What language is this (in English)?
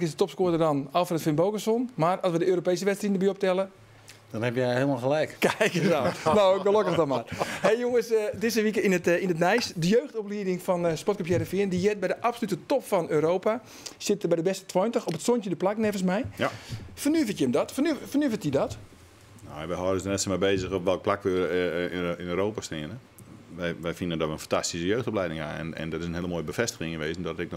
Western Frisian